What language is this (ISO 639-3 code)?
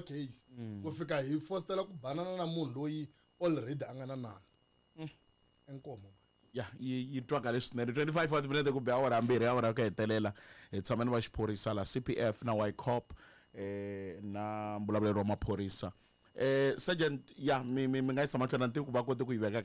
tso